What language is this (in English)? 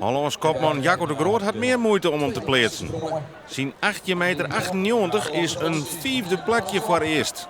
Western Frisian